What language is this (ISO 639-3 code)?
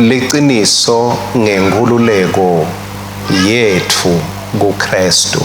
ssw